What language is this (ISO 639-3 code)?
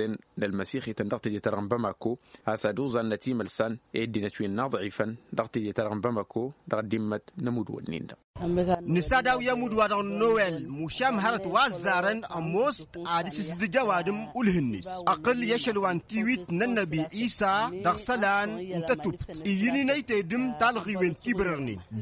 taq